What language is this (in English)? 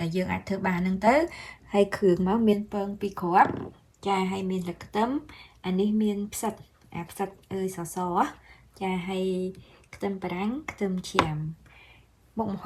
Khmer